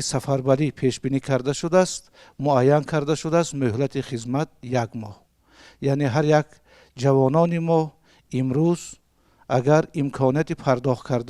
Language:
Tajik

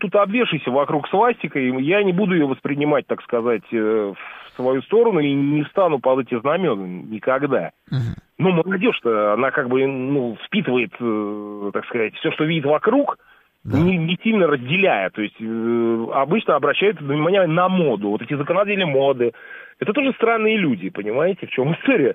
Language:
Russian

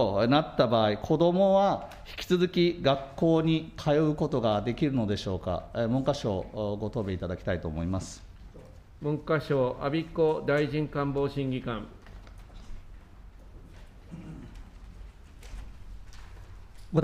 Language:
Japanese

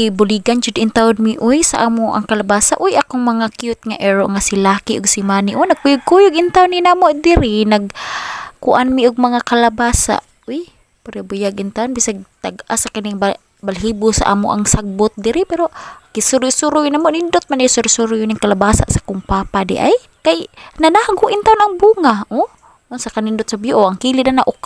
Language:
Cebuano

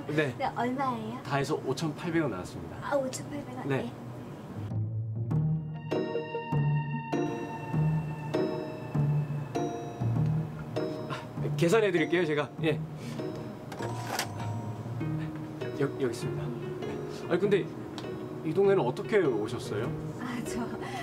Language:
Korean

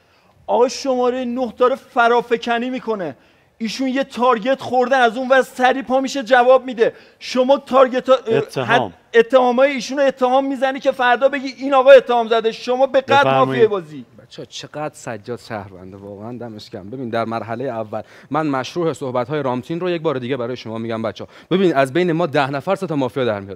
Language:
Persian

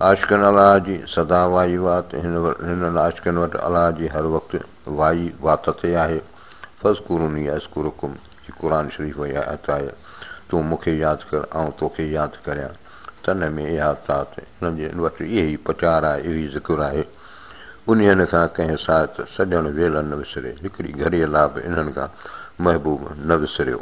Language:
Sindhi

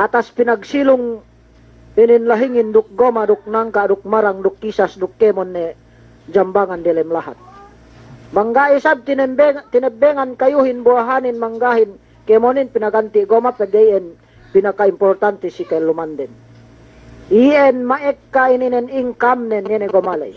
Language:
Yakan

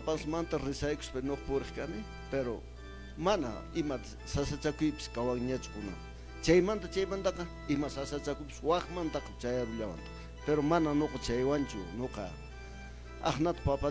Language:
Quechua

